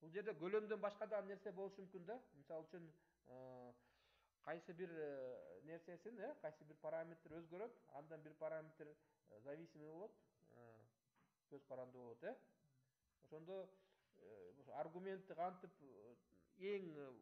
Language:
Kyrgyz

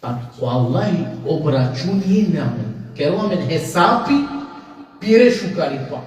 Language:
Balkan Romani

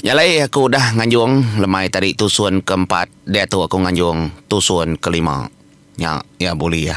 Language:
Iban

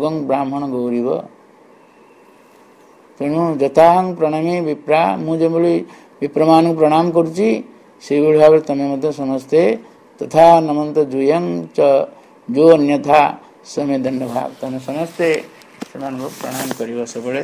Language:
Odia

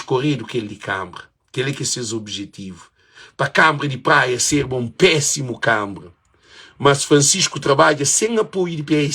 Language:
Kabuverdianu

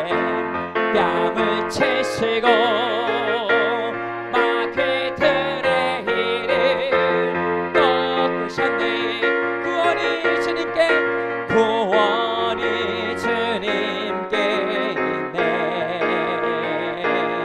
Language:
Korean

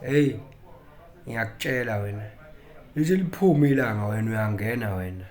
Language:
Zulu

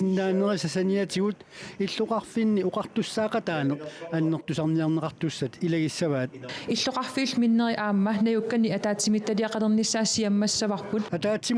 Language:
Kalaallisut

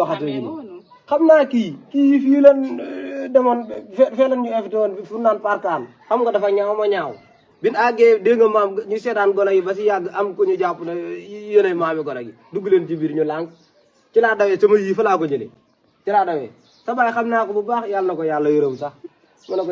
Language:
Wolof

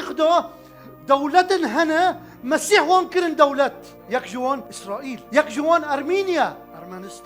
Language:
Kurdish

